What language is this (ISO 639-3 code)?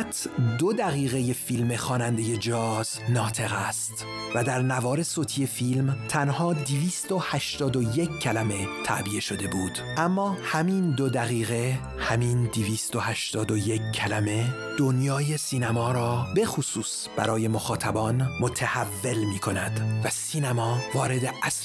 fas